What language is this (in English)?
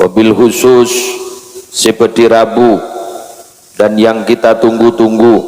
Madurese